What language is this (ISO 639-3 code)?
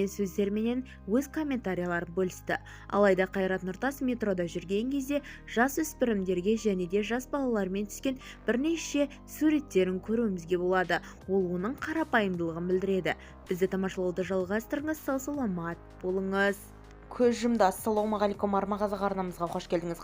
kaz